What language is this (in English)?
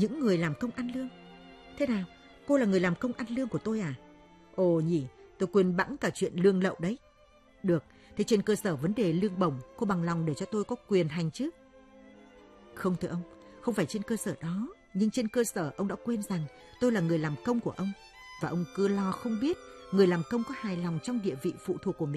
Vietnamese